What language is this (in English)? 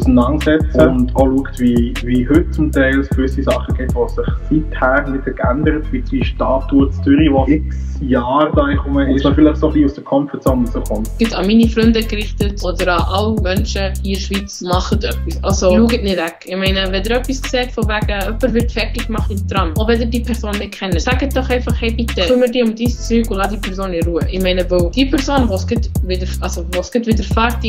Swiss German